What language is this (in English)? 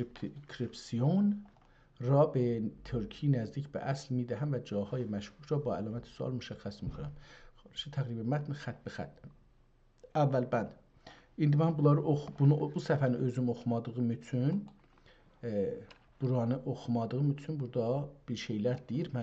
South Azerbaijani